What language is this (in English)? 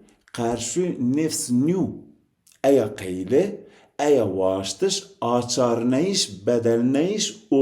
Zaza